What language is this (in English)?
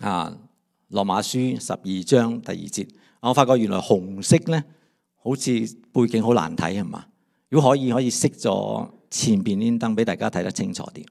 Cantonese